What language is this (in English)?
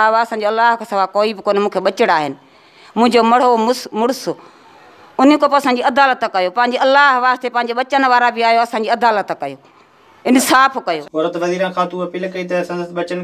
Sindhi